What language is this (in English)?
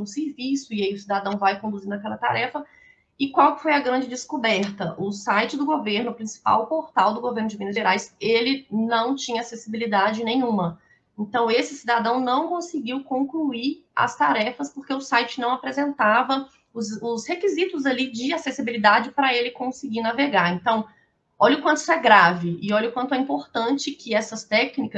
Portuguese